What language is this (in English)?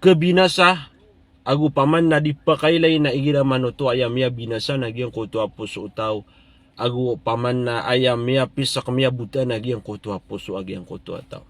Maranao